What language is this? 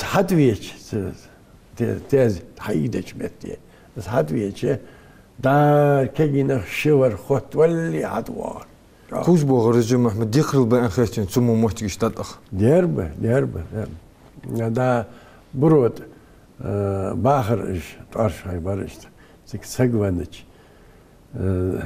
Ingush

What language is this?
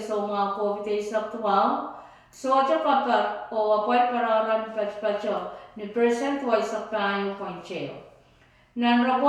Pohnpeian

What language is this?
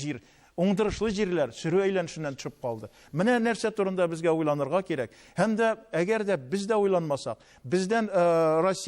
Tatar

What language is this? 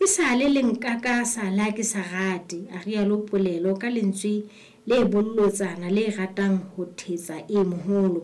Southern Sotho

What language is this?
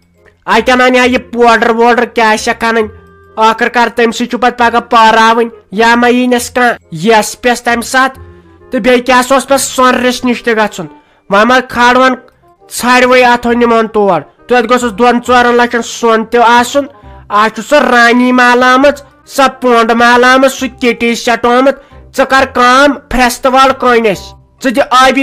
Kashmiri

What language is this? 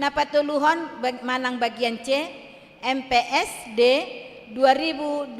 Batak Toba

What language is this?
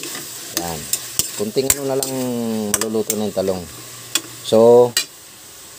Filipino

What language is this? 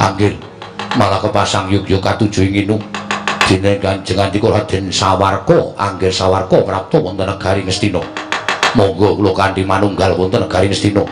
Javanese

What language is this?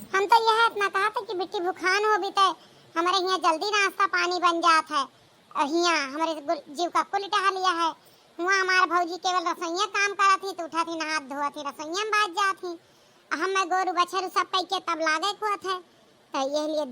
Awadhi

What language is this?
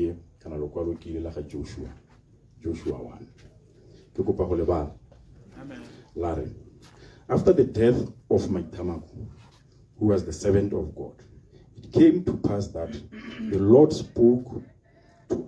Tswana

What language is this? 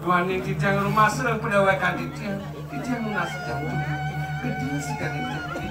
Balinese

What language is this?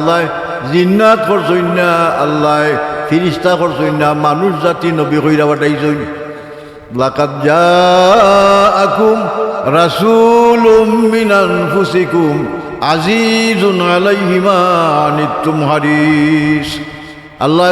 Sylheti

